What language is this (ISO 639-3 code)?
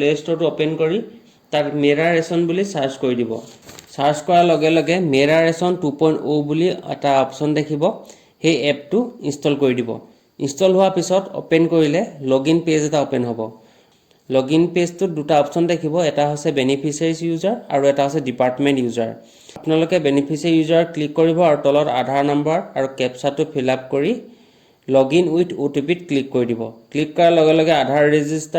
asm